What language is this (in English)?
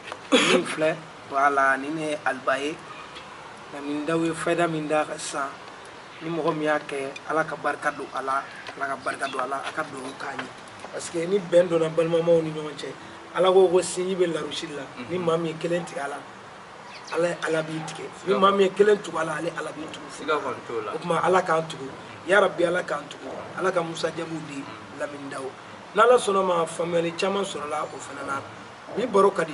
Bambara